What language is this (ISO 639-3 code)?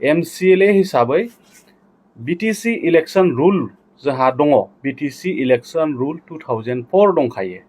brx